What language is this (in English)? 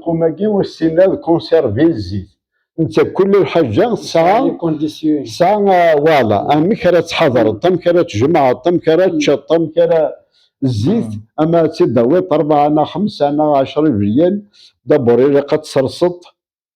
Kabyle